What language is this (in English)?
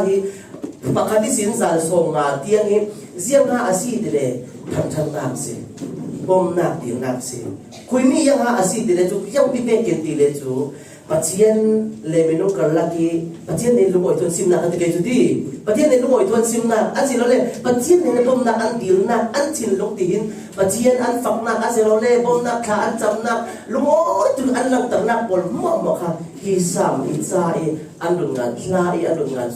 Falam Chin